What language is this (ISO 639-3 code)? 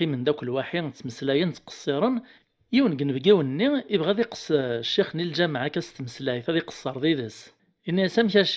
kab